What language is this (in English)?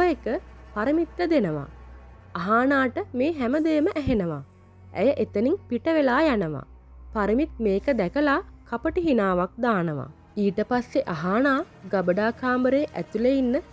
Sinhala